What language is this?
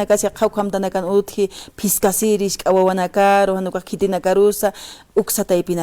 Aymara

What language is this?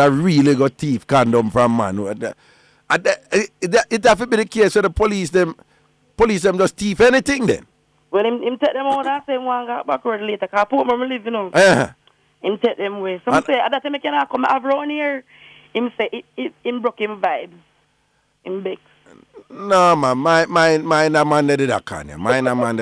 Jamaican Creole English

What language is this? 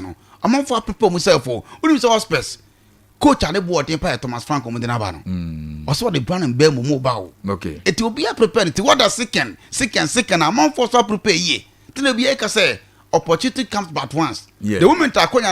Akan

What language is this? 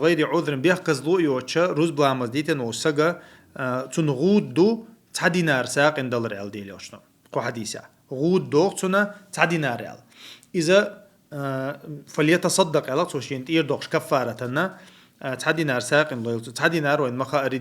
Chechen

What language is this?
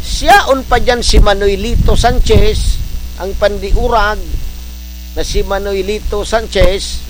Bikol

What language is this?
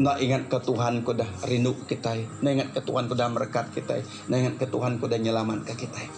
Iban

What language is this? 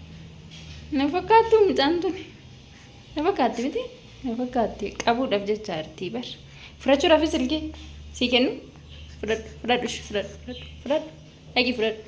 Oromo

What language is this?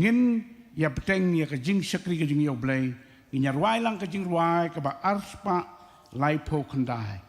Khasi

